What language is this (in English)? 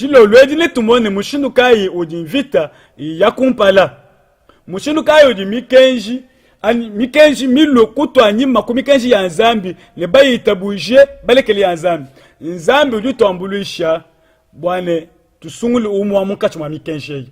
Luba-Lulua